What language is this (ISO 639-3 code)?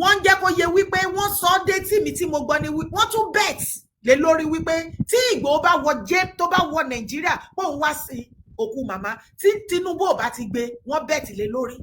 yor